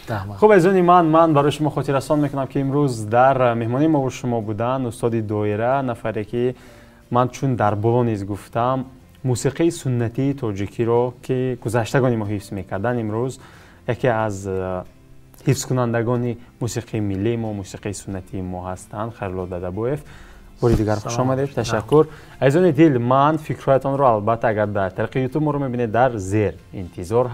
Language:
Tajik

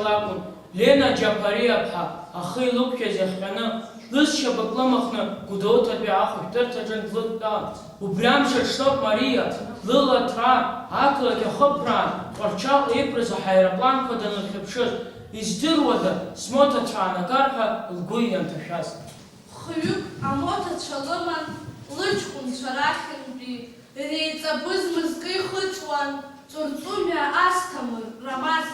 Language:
Abkhazian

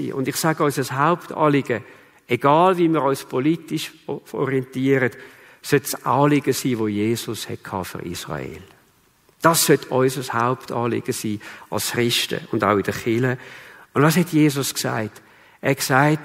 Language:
Swiss German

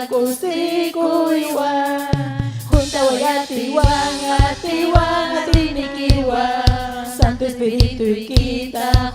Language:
Ayacucho Quechua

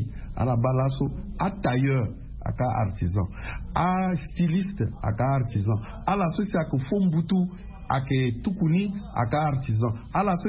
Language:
Sango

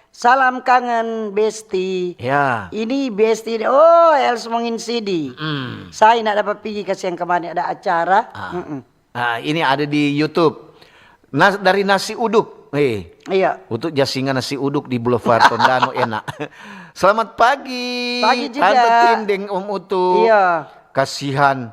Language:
Manado Malay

